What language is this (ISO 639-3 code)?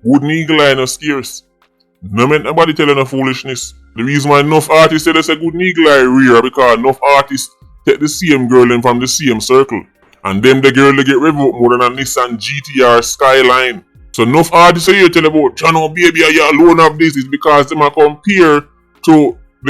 jam